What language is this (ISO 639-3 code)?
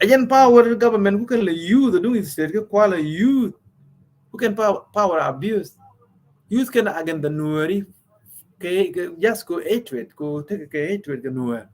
nus